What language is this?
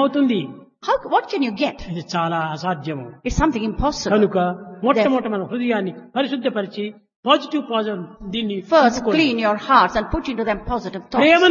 Telugu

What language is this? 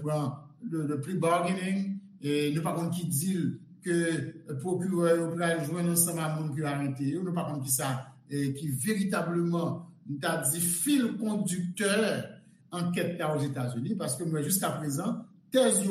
Haitian Creole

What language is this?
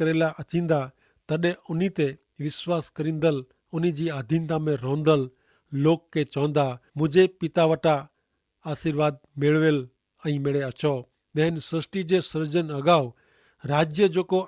Kachhi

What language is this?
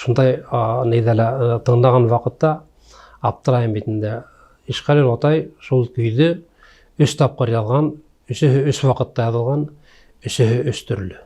Bashkir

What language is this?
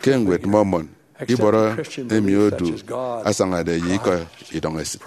Efik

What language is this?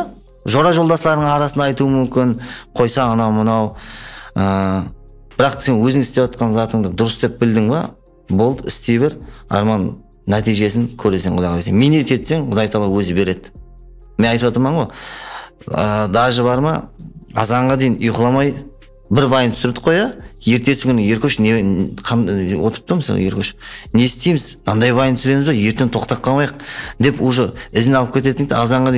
Kara-Kalpak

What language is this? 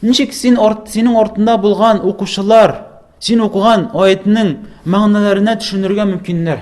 Tatar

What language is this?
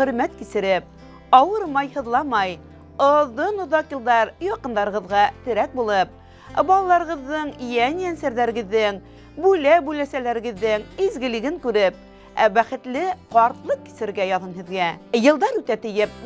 Bashkir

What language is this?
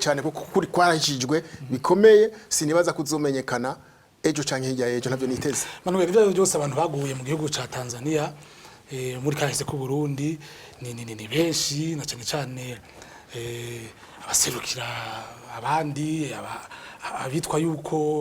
Rundi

